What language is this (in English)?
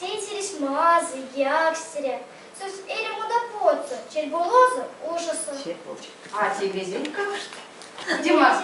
Erzya